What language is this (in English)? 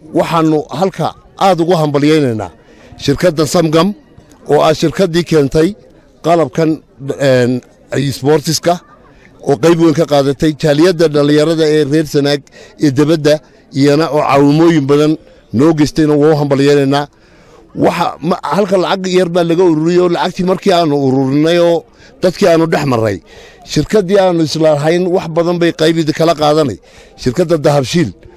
Somali